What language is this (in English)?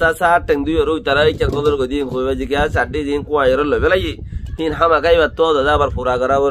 Rohingya